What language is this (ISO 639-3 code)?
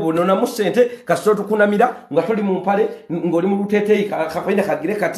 lug